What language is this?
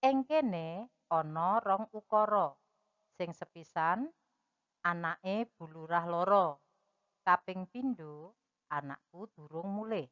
Javanese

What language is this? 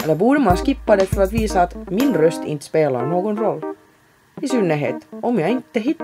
Swedish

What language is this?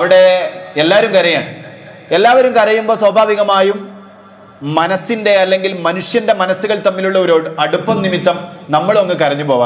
Malayalam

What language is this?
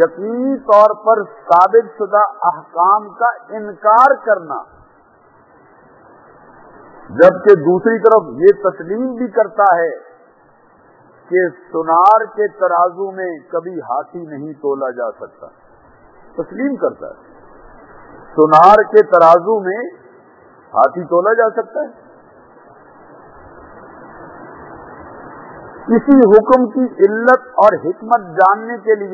Urdu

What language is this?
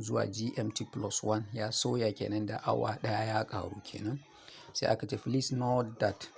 Hausa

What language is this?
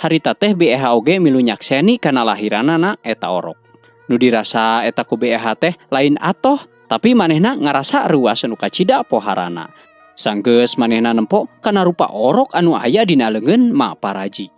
Sundanese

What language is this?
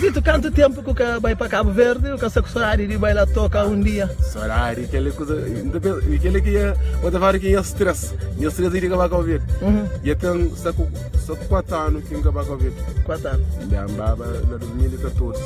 Kabuverdianu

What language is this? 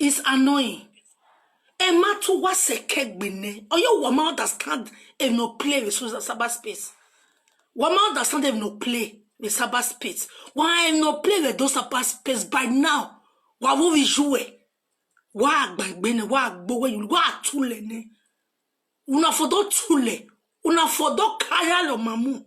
Nigerian Pidgin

